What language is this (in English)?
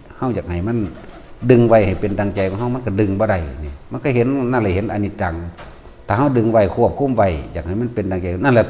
Northeastern Thai